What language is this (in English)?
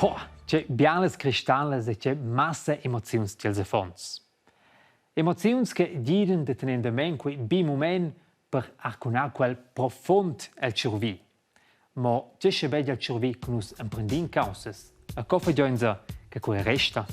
Romansh